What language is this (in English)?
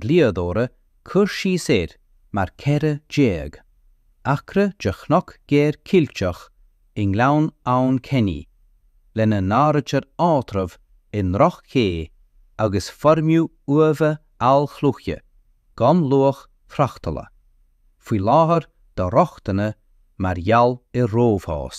Irish